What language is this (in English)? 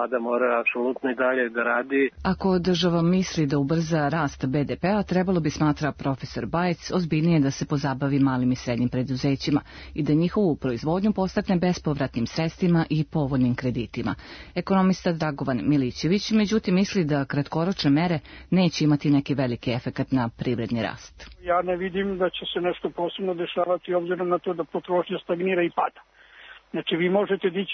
Serbian